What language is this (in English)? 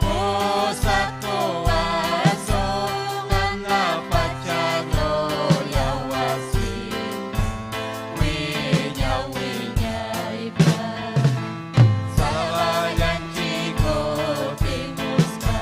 Ayacucho Quechua